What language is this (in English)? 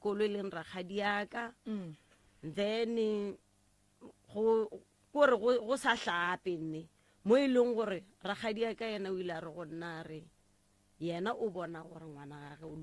Northern Sotho